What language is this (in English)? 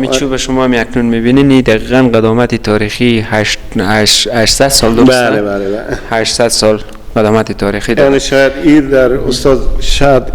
Persian